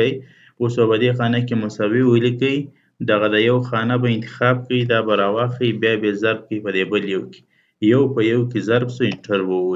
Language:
Pashto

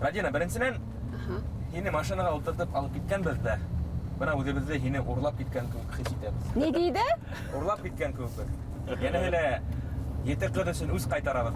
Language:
Bashkir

